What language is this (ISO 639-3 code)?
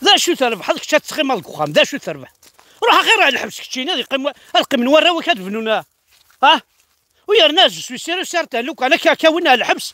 kab